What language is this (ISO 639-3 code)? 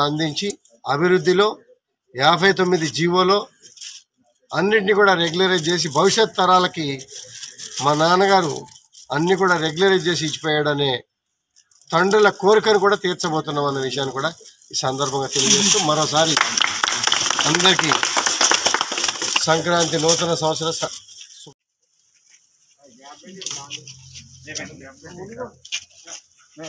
tel